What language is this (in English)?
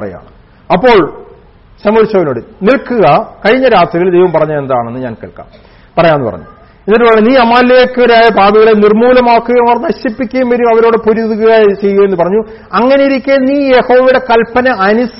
Malayalam